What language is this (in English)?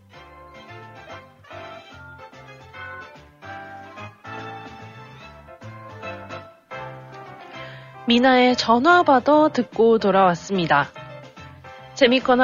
Korean